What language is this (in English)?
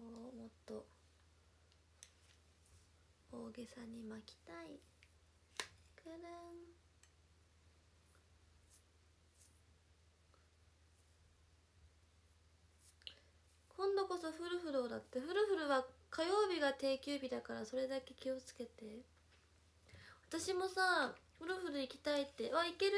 Japanese